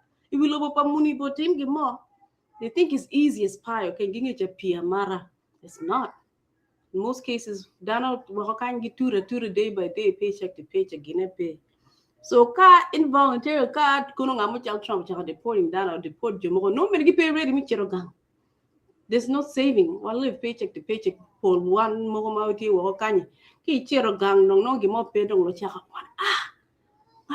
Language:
Acoli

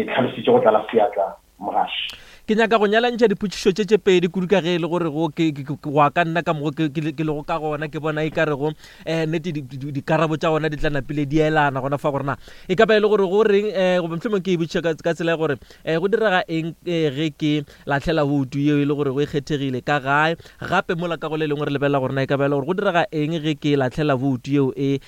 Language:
Northern Sotho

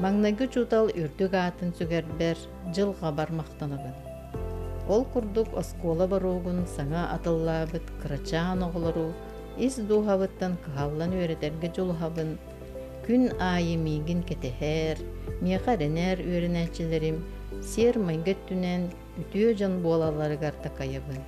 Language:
Yakut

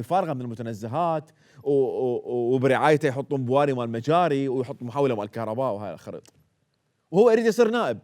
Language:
Mesopotamian Arabic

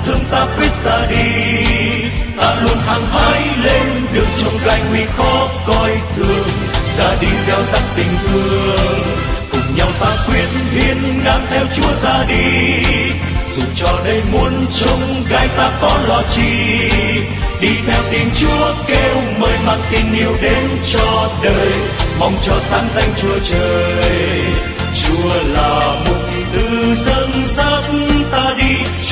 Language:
Vietnamese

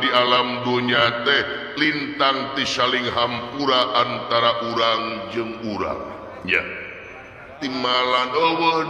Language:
Sundanese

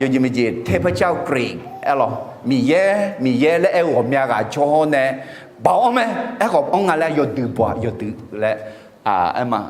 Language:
Akha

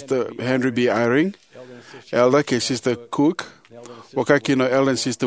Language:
Fijian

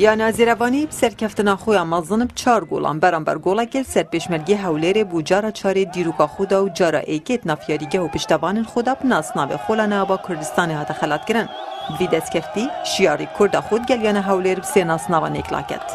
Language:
Kurdish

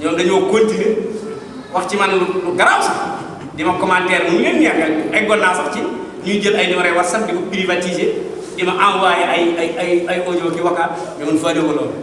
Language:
Wolof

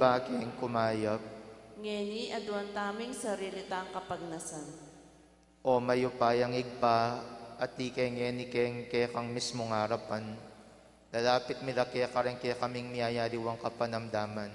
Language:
Pampanga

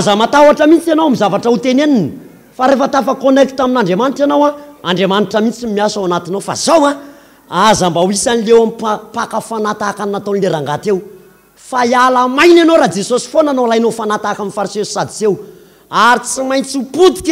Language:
Malagasy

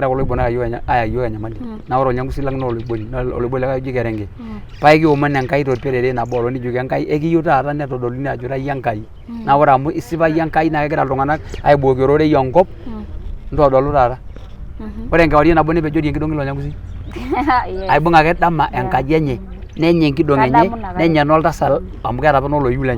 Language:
Masai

